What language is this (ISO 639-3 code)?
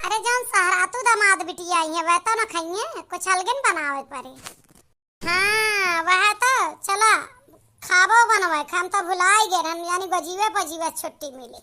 awa